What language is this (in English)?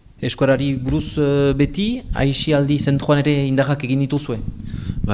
Basque